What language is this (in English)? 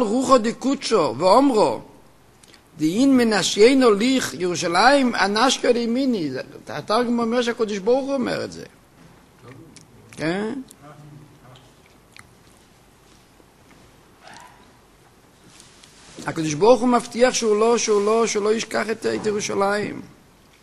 Hebrew